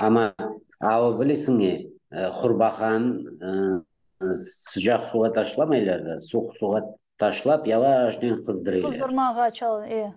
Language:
Crimean Tatar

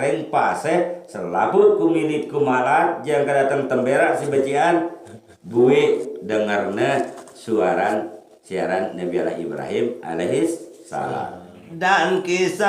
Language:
Sasak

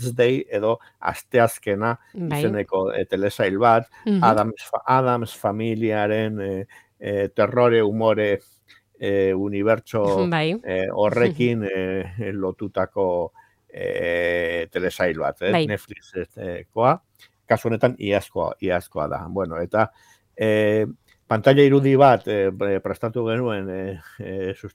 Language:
Basque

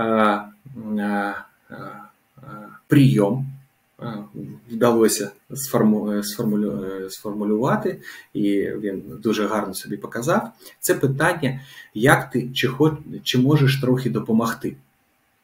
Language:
Ukrainian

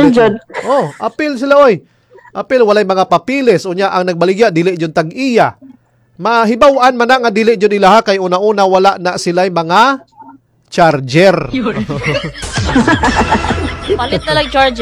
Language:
Cebuano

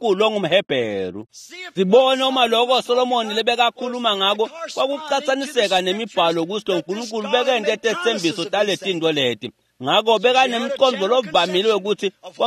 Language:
Swati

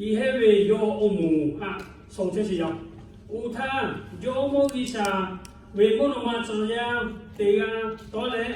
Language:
Lahu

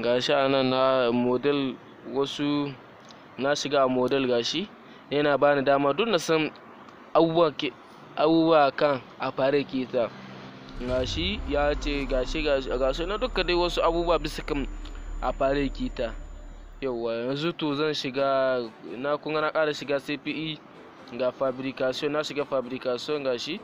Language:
Hausa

